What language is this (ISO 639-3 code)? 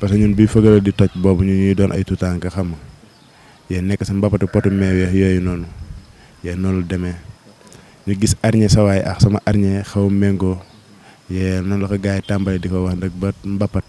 wol